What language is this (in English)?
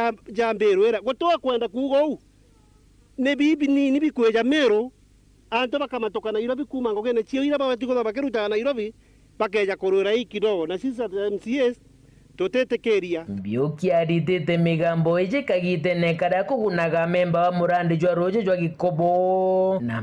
Meru